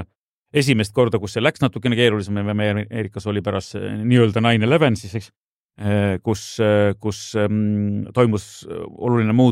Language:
Estonian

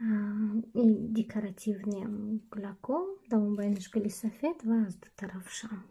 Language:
Tajik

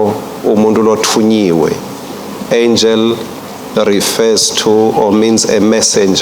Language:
Swati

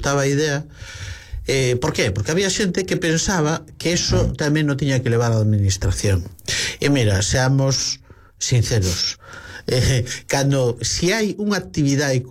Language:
Galician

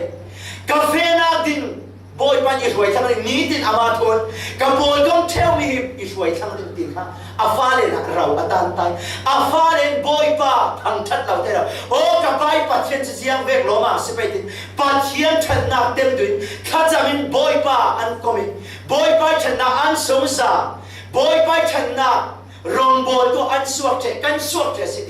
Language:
Falam Chin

